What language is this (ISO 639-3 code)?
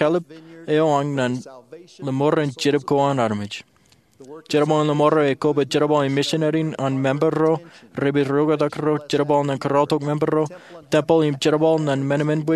mah